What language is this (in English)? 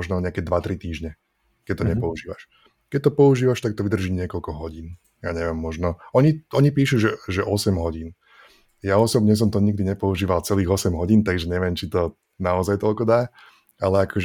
Slovak